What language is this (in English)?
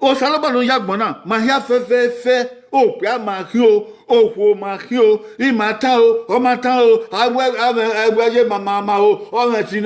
Bini